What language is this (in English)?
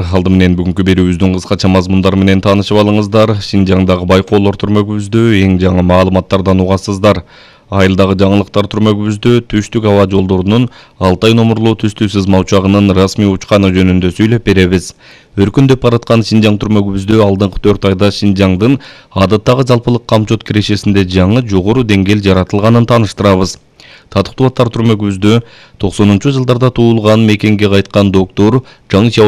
Kyrgyz